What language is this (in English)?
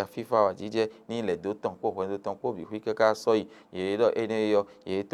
Fon